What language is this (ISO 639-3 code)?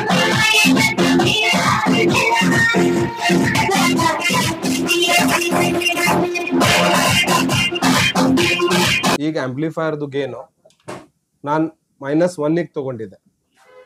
kan